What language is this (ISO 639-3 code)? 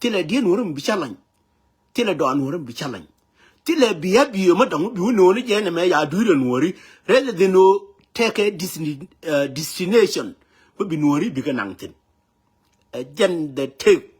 nus